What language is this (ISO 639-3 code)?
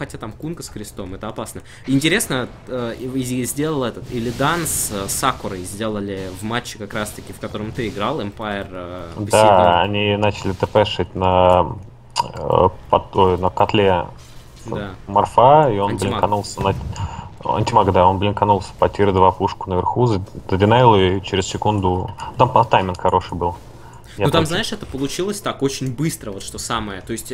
rus